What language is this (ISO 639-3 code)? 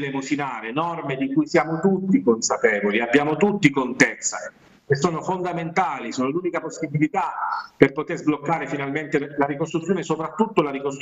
ita